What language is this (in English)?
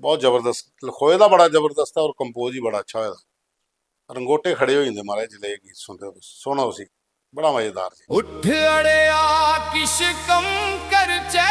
Dogri